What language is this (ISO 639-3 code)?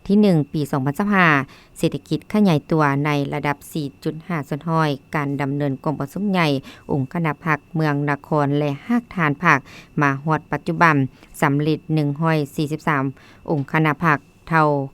lao